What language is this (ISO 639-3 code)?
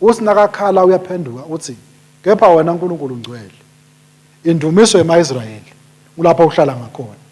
ssw